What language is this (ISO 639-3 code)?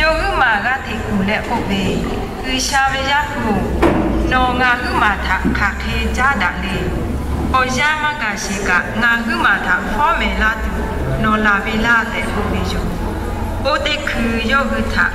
lhu